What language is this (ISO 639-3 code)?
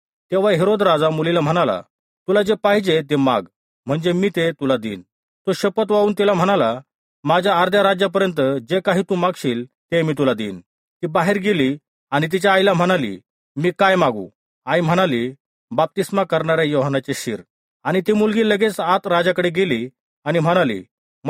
mar